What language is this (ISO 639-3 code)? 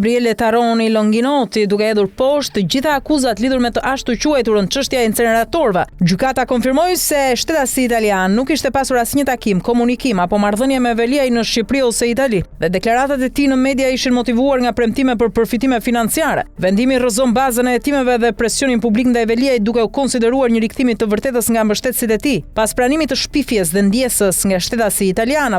sqi